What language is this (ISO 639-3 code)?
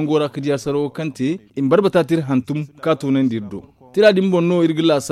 dje